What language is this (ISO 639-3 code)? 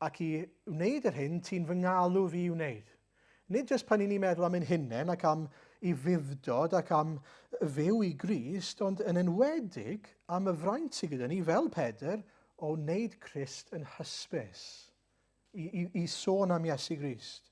cym